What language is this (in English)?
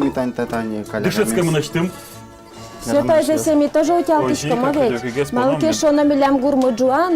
Udmurt